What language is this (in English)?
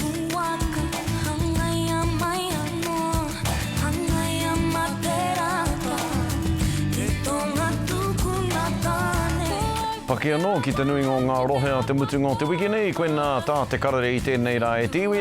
Māori